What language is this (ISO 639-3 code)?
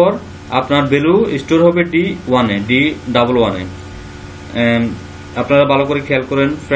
ben